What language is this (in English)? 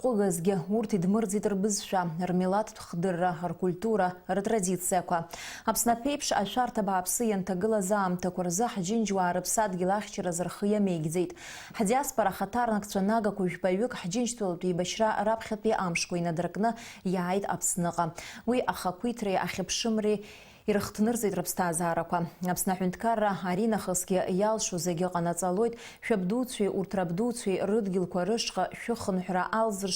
Abkhazian